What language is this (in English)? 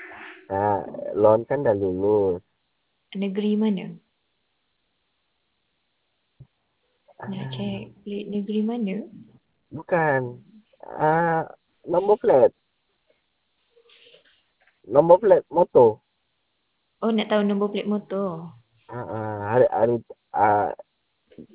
Malay